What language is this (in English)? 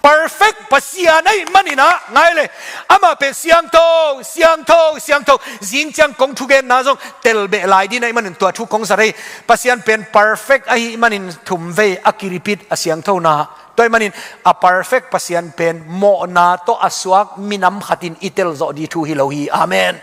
Tedim Chin